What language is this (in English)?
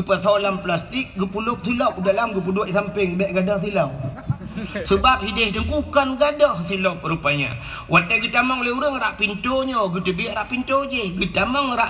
Achinese